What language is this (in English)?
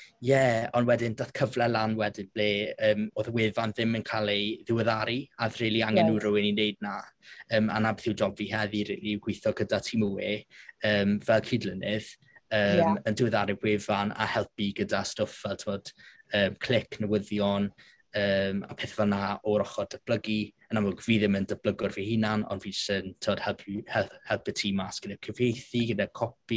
Welsh